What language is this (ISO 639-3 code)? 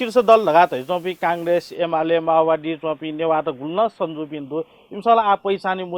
new